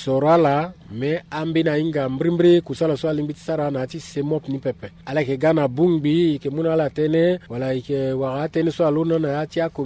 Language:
Sango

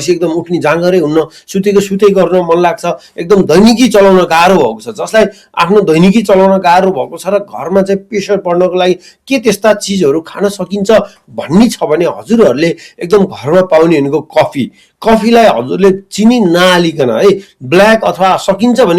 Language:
Nepali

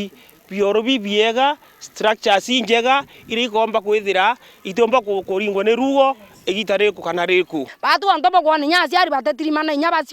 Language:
Meru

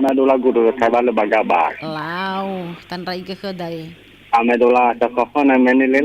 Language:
Nias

